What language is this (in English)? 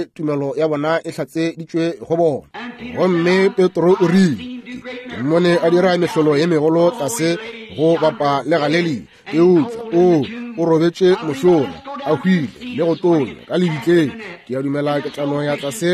Northern Sotho